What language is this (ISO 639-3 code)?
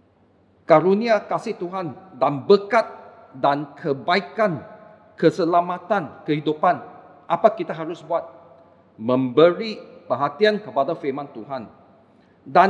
msa